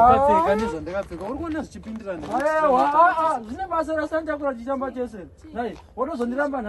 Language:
Shona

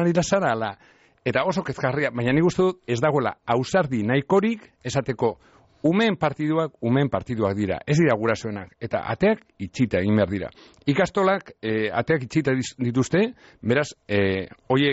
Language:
Basque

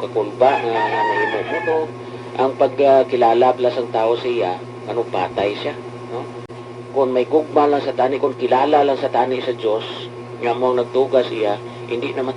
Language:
Hiligaynon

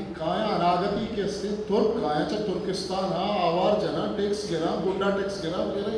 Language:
Eastern Balochi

